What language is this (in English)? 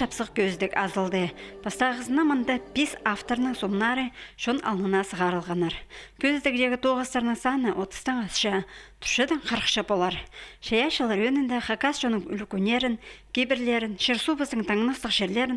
Khakas